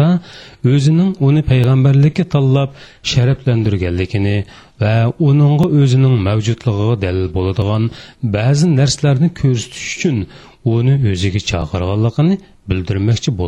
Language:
Uyghur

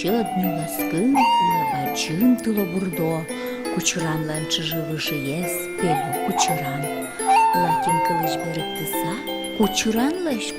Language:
Udmurt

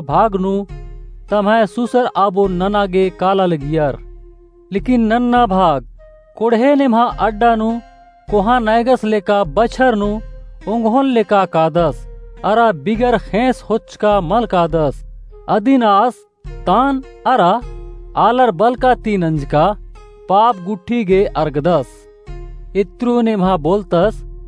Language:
Kurukh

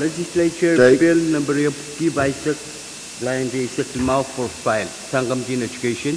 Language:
Pohnpeian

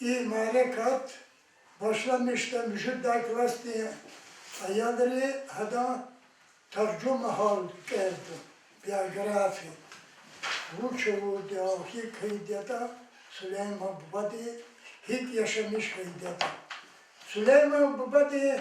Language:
Lezghian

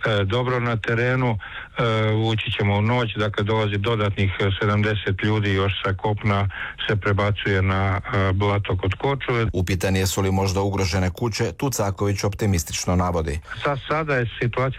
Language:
Croatian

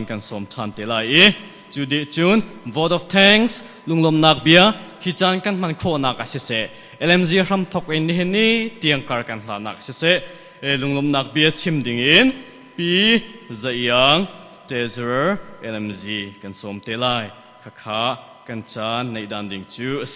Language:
Hakha Chin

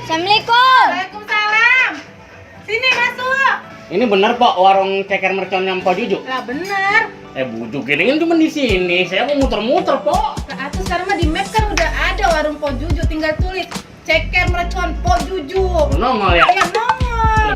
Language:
Betawi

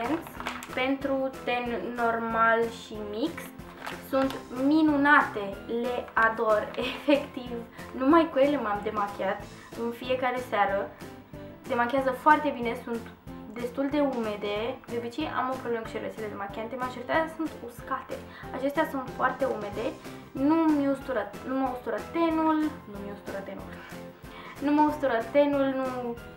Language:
Romanian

